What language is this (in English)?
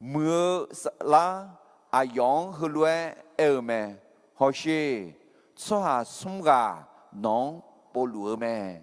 Akha